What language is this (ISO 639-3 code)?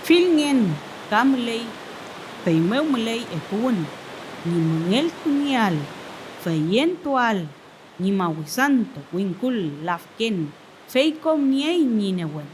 arn